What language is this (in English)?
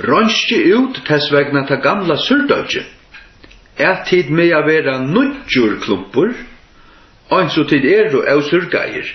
Faroese